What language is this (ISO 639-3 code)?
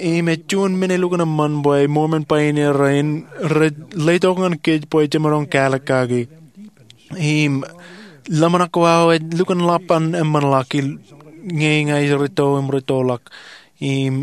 mah